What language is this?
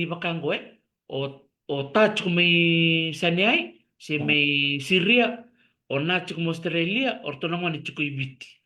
Fijian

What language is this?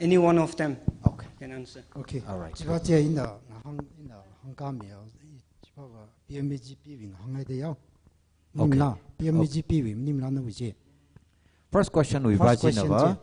Tangkhul Naga (India)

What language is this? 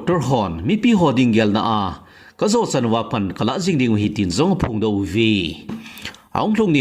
Thado Chin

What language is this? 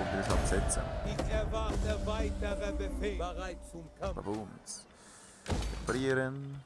Swiss German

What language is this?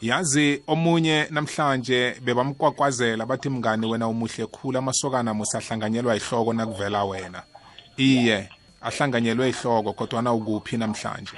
South Ndebele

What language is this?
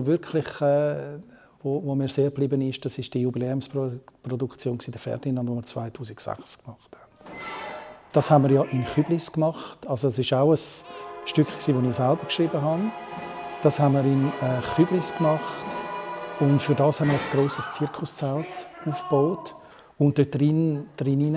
Swiss German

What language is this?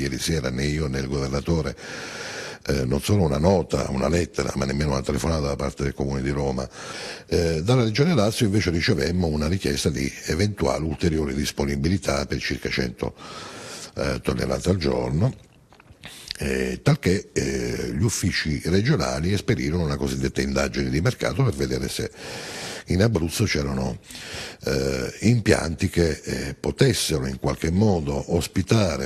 Italian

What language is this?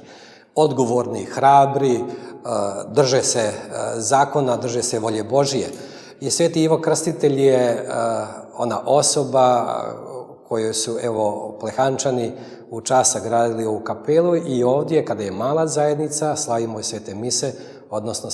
Bosnian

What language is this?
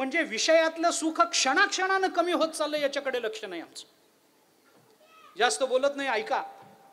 Marathi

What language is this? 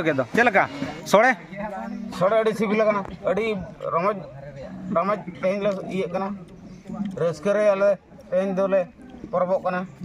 Santali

